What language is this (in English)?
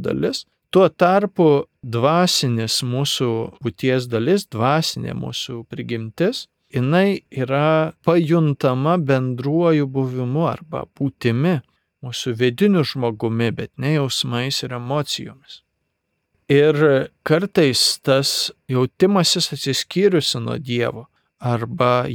Lithuanian